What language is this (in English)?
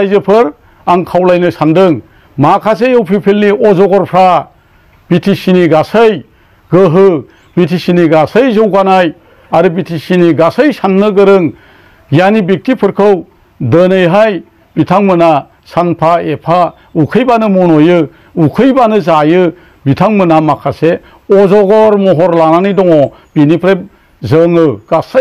Bodo